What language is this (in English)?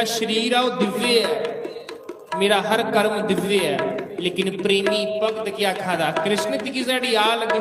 Dogri